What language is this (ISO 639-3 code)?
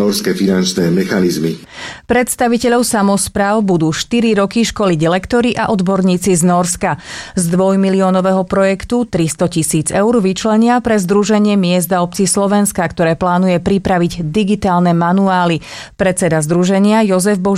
slk